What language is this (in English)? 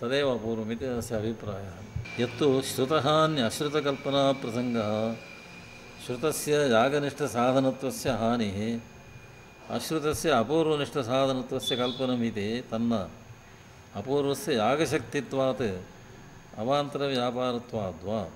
Sanskrit